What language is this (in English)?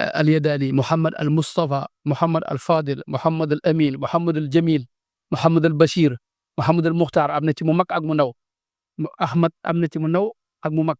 Wolof